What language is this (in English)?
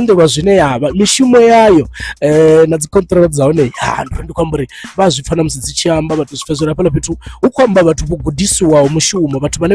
Venda